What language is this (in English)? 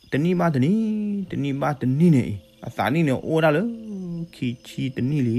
S'gaw Karen